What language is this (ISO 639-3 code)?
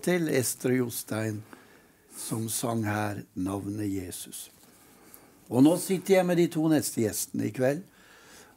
nor